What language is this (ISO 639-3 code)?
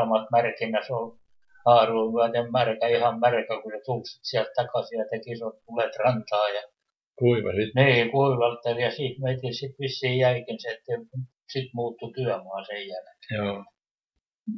fin